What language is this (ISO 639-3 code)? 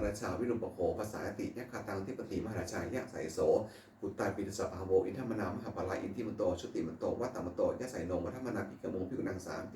pli